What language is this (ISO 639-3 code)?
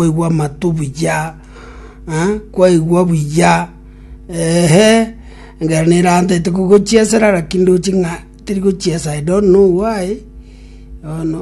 guz